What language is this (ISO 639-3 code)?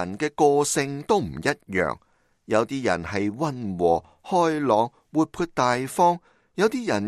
yue